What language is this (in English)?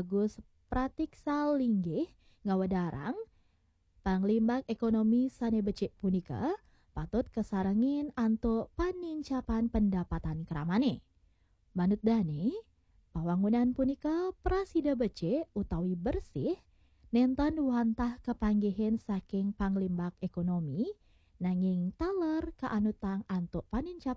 Balinese